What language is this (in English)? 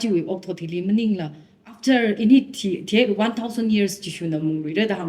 Tangkhul Naga (India)